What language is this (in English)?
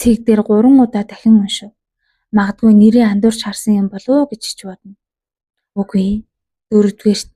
Mongolian